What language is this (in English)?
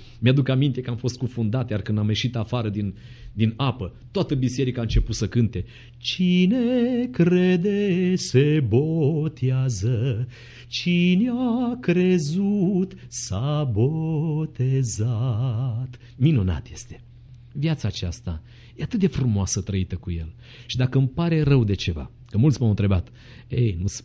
Romanian